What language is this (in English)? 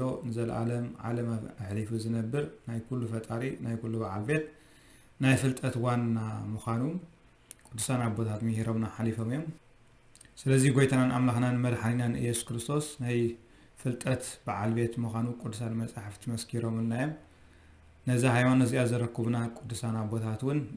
Tigrinya